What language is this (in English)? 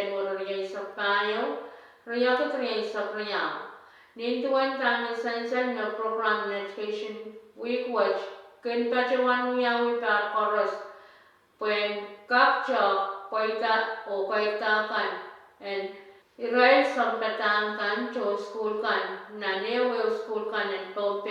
Pohnpeian